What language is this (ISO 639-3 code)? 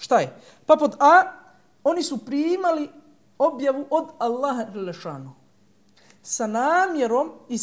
bos